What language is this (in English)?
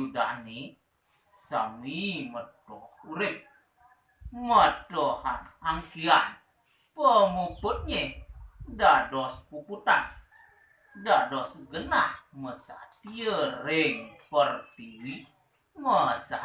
Balinese